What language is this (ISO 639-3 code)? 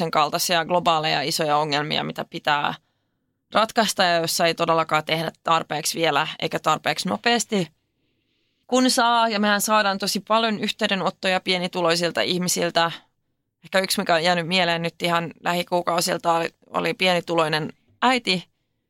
fin